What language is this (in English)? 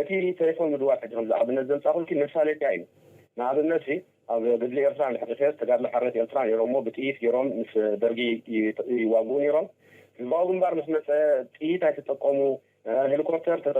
Tigrinya